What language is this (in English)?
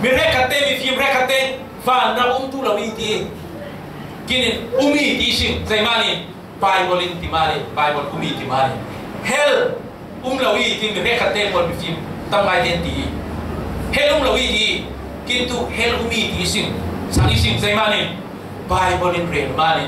Falam Chin